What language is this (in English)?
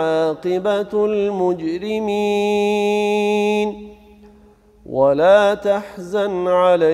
Arabic